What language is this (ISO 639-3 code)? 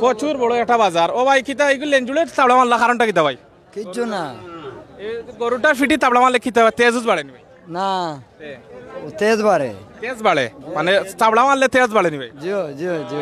syl